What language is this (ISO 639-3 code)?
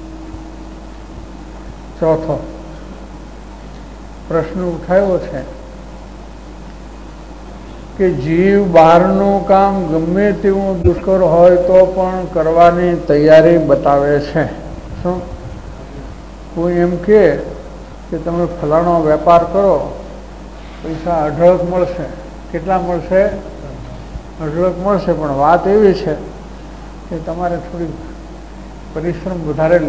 guj